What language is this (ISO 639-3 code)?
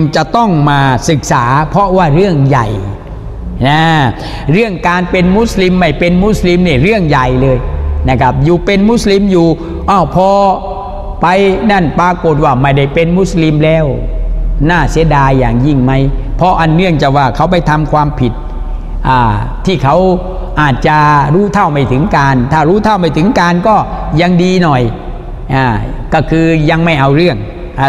tha